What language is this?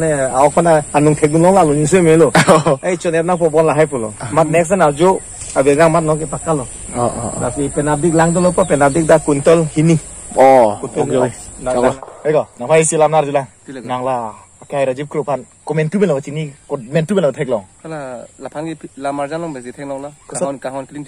Karbi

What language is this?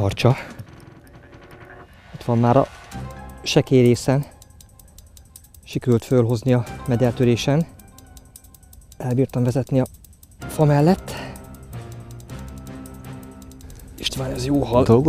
Hungarian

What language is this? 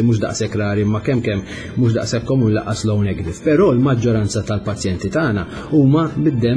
Maltese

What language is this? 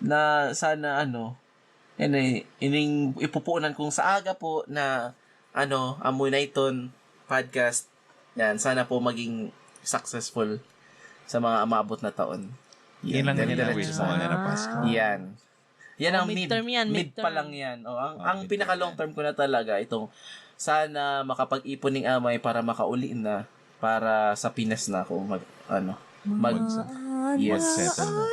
Bikol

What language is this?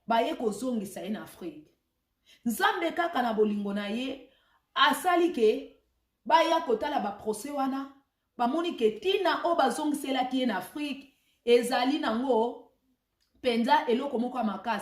Lingala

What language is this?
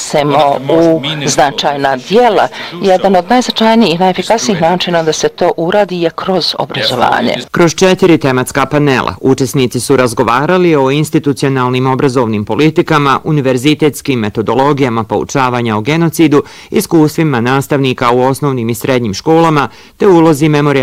Bosnian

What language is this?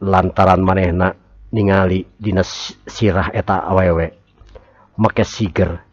Sundanese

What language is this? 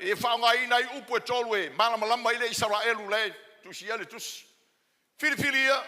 Samoan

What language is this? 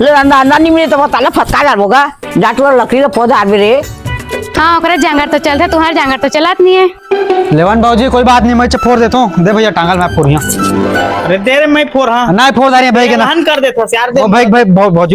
Chhattisgarhi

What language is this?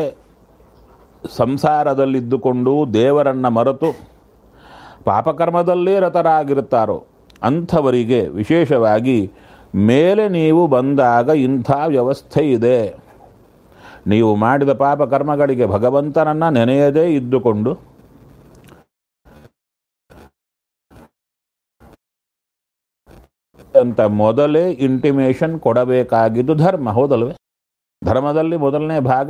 Kannada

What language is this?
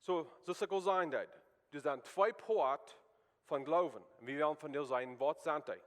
Plautdietsch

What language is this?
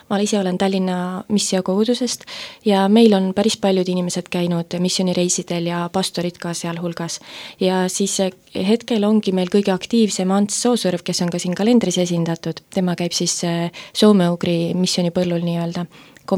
Estonian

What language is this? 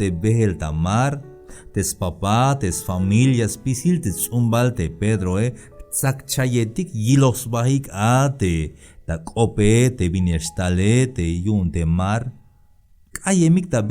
Tzeltal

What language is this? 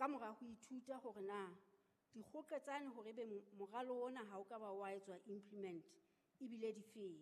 Southern Sotho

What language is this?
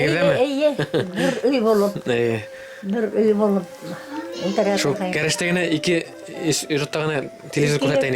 Bashkir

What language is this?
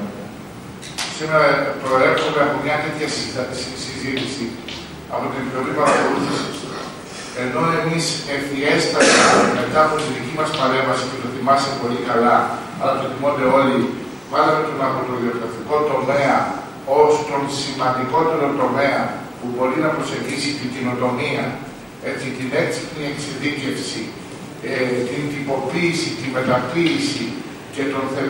Greek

